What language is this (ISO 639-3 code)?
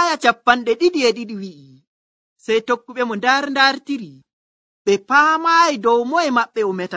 fuv